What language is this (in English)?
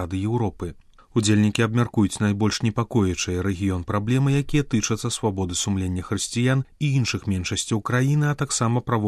Belarusian